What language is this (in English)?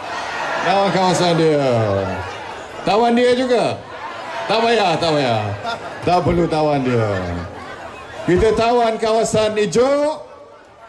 Malay